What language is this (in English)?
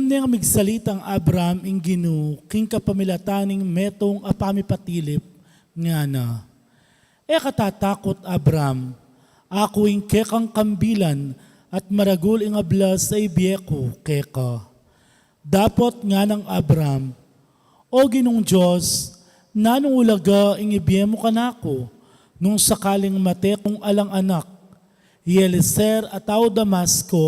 Pampanga